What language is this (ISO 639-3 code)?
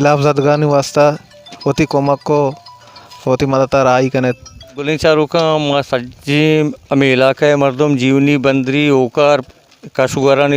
bal